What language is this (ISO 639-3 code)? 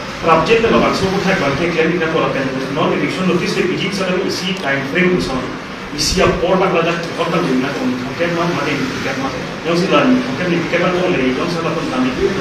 mjw